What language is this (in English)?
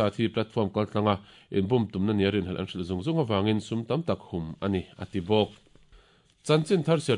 Mizo